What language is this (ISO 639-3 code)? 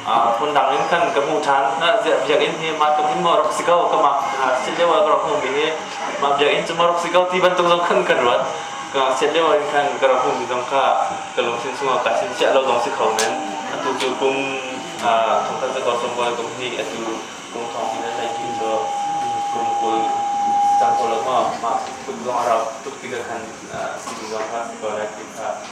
cnh